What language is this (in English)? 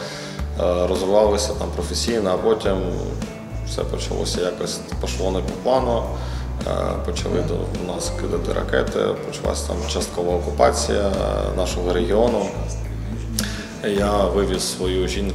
Ukrainian